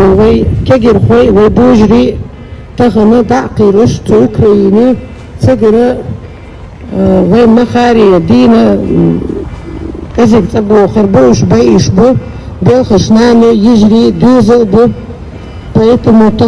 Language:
Chechen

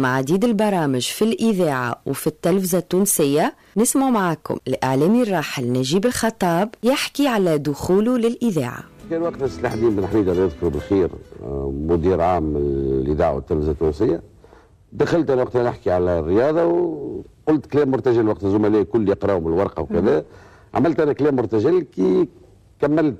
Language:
Tunisian Arabic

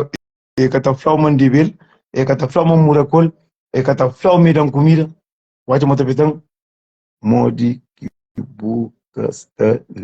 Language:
Kabuverdianu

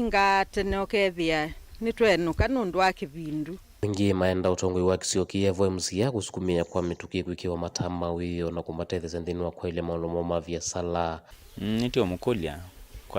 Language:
Kamba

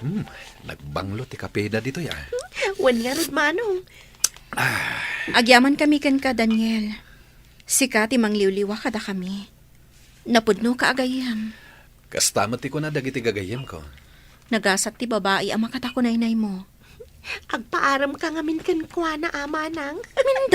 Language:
Iloko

